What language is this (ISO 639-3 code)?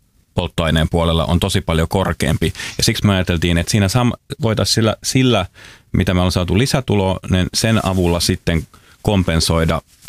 fin